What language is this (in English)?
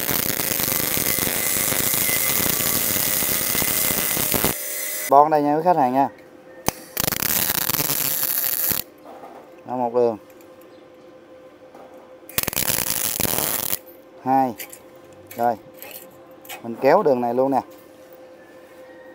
Vietnamese